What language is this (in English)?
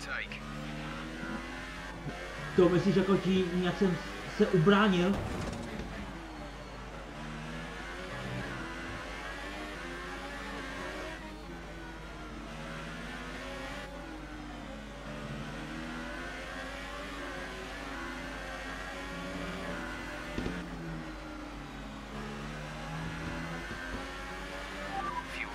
Czech